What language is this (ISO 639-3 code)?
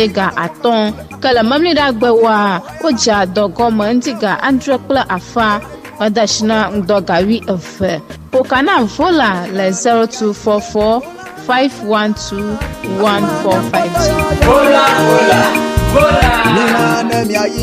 ewe